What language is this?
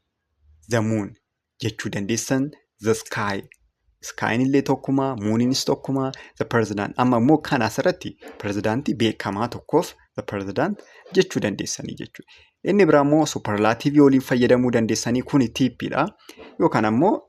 Oromo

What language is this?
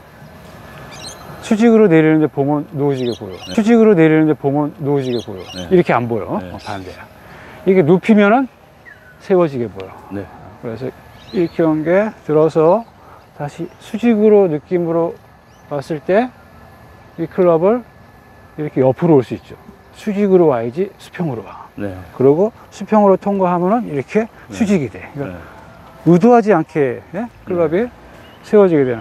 Korean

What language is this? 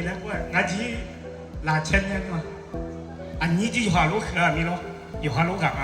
Akha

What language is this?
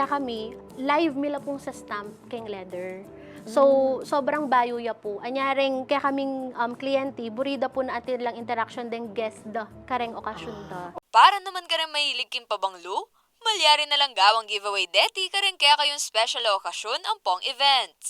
Pampanga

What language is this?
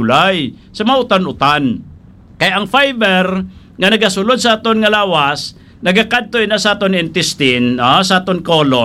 Hiligaynon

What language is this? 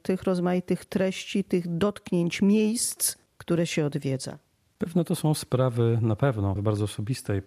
Polish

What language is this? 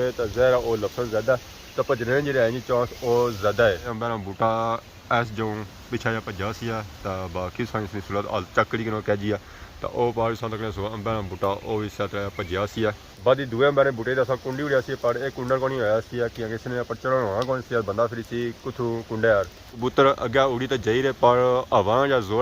Pahari-Potwari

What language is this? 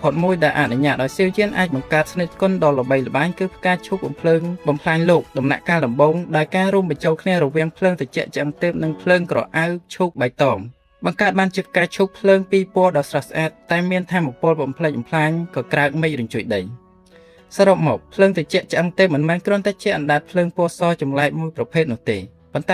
Khmer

